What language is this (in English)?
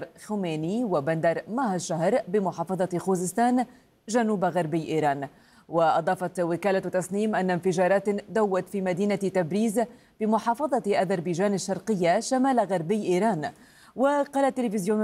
Arabic